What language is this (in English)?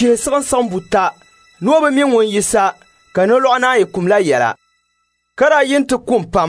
Dagbani